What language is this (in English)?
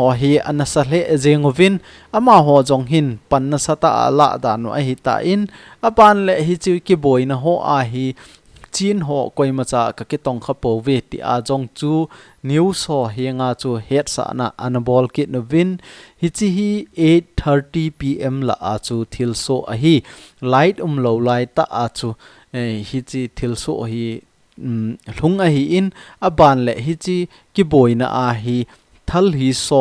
Thado Chin